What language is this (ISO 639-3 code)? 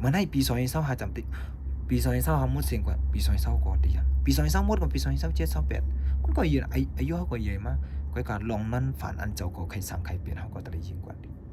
shn